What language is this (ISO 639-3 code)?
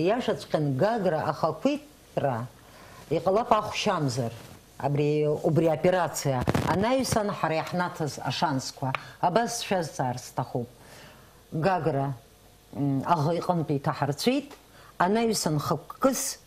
abk